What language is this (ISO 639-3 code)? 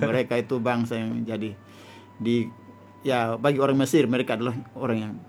ind